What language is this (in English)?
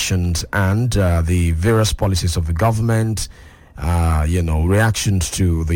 English